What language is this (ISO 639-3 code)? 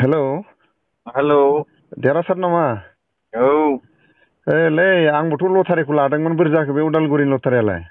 brx